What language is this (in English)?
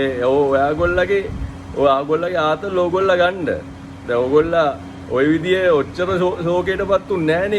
Sinhala